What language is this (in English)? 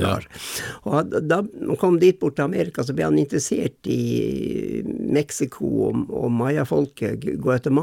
Norwegian